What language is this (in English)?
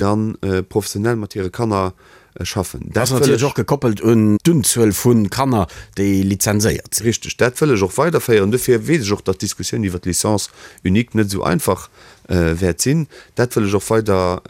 Luxembourgish